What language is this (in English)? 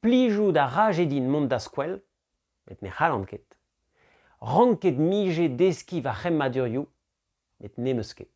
Breton